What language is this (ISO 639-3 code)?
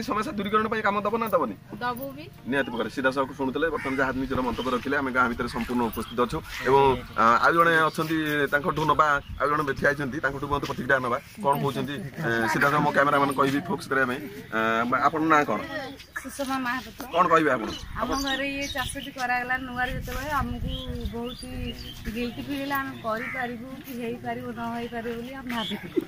ori